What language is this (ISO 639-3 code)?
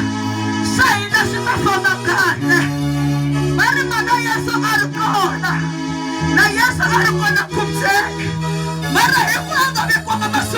tso